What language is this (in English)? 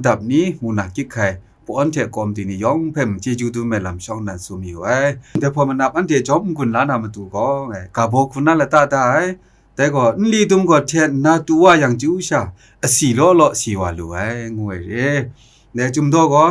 Kachin